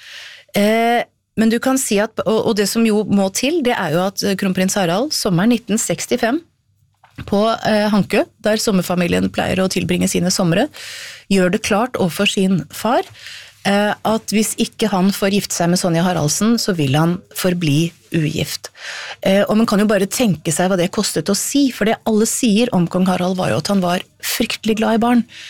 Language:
Norwegian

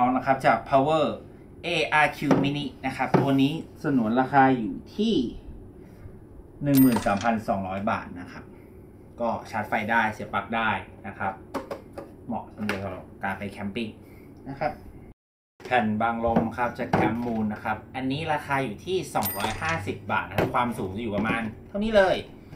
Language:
Thai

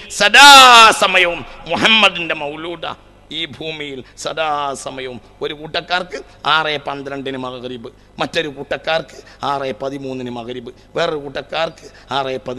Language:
Malayalam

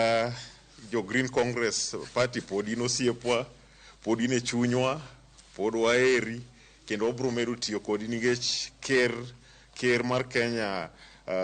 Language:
Luo (Kenya and Tanzania)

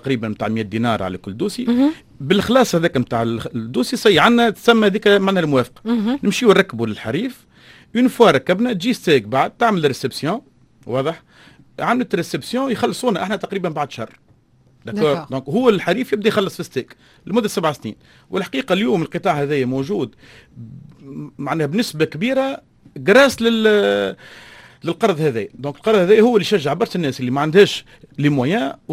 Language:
Tunisian Arabic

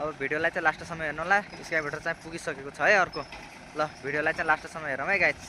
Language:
Nepali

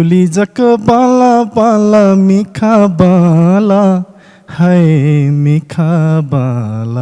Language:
Newari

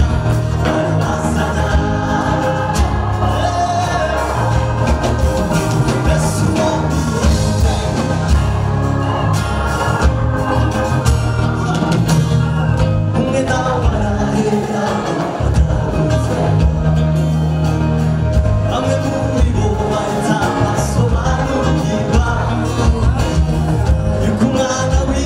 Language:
Kinyarwanda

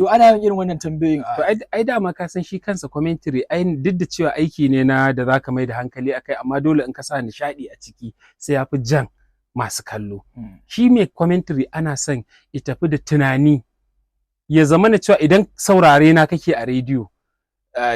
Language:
Hausa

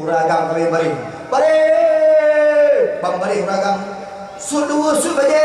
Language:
Achinese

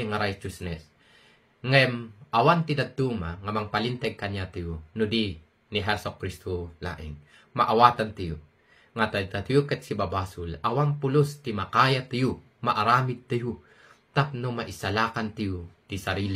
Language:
Iloko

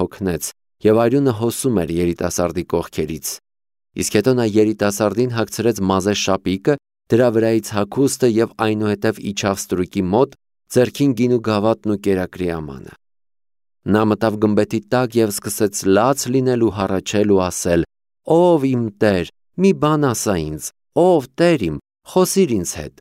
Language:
Armenian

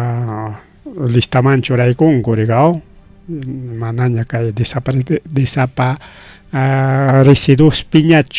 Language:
Ayacucho Quechua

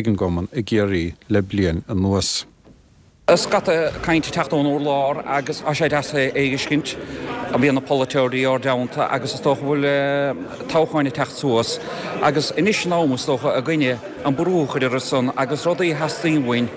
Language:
Irish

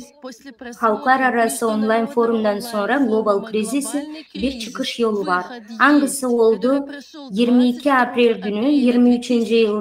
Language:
Gagauz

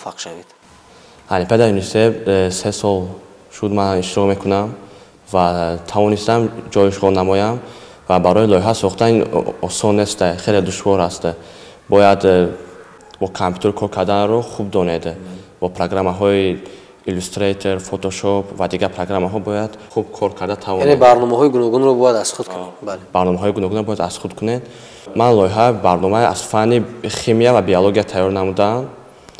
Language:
Tajik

